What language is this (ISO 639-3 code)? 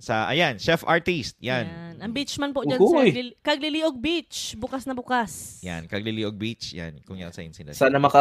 bik